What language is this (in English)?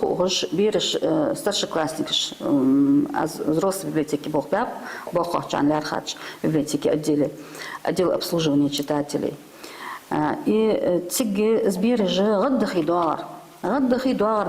Ingush